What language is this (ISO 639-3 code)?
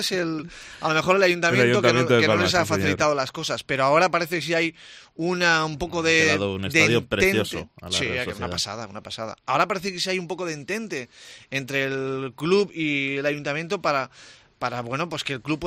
spa